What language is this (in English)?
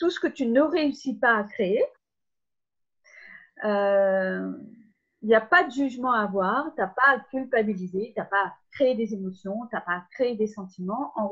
French